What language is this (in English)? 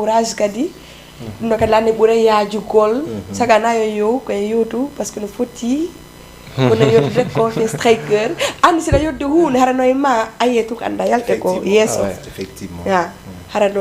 Fula